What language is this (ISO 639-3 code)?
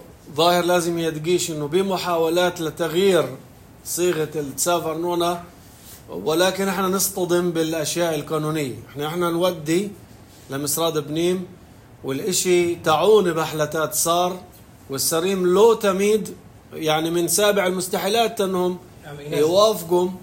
apc